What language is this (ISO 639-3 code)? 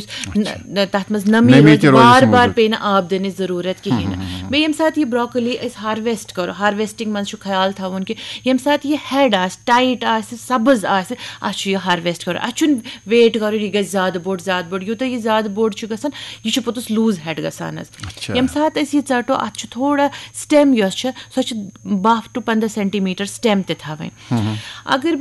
kas